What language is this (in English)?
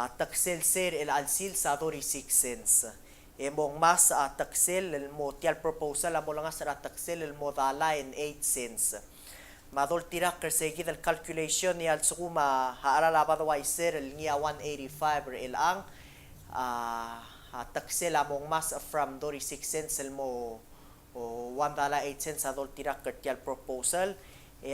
Palauan